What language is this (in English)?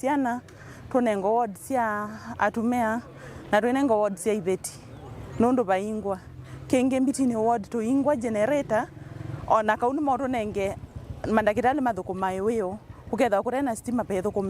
Kamba